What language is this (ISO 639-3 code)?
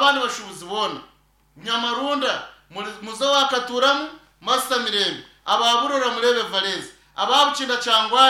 nyn